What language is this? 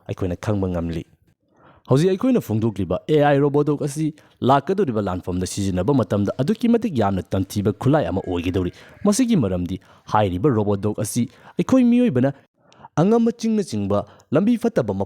Manipuri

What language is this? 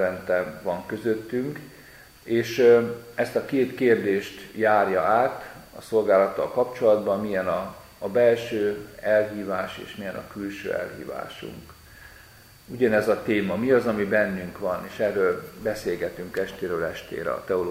Hungarian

